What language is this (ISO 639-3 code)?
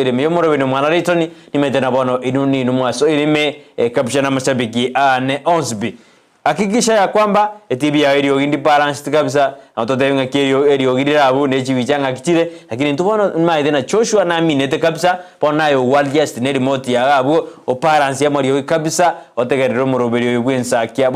guz